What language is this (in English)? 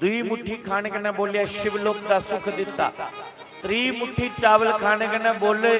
Dogri